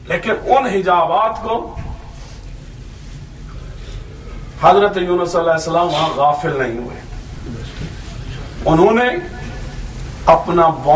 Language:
Urdu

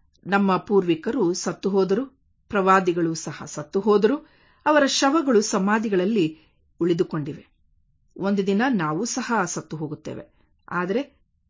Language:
Kannada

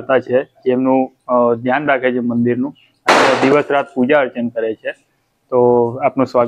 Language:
Gujarati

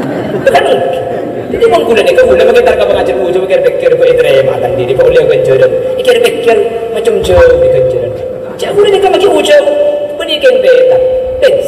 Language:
Madurese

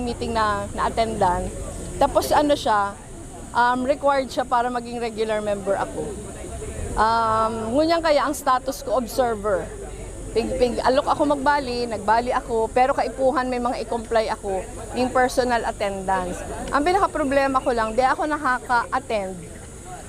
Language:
Bikol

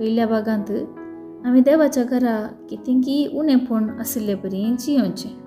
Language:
Konkani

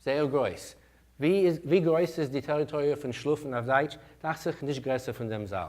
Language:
Yiddish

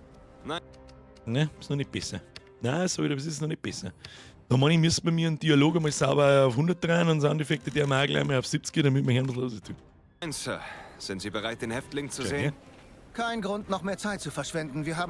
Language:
Bavarian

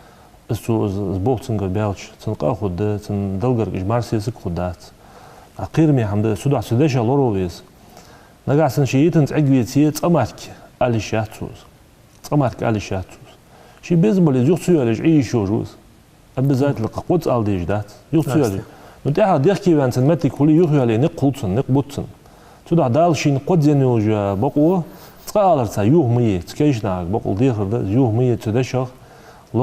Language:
Ingush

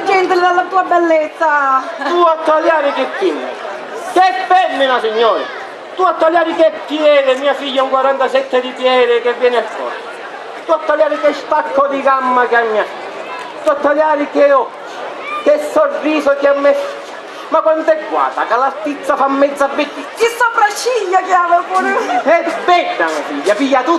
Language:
Sicilian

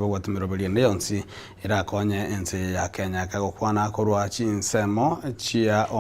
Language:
Gusii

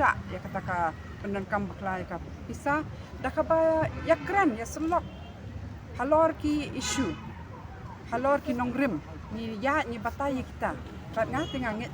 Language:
Khasi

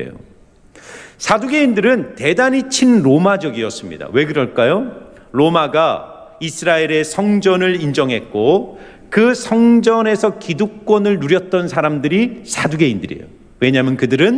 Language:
Korean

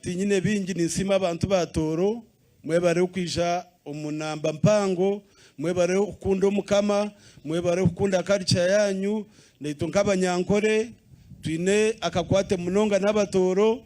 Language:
Nyankole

